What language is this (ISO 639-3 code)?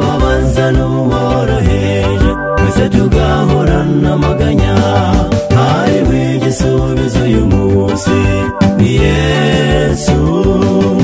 kin